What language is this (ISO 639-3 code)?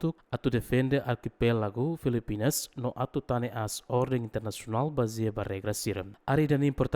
tet